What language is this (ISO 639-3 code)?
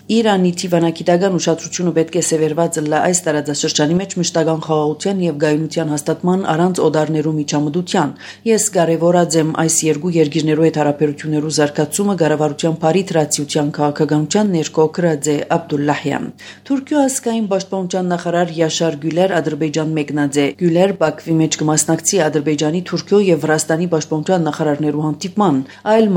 hye